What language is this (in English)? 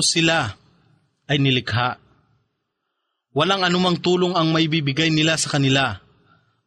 Filipino